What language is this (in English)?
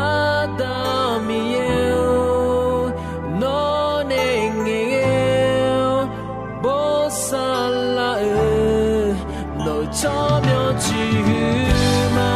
Akha